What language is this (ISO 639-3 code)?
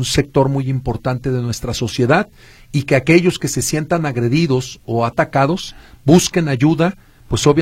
spa